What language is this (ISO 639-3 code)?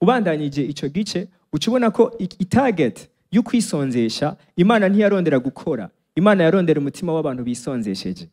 run